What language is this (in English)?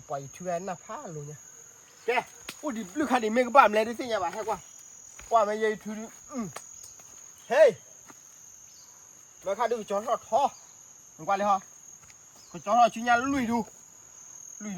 S'gaw Karen